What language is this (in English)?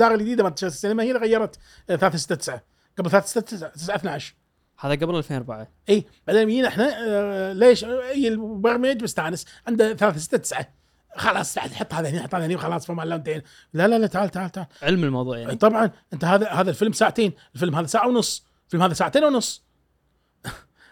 Gulf Arabic